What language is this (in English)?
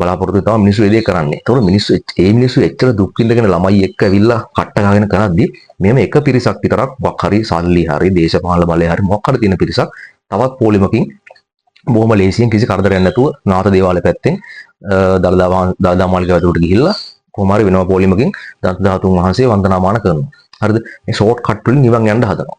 Sinhala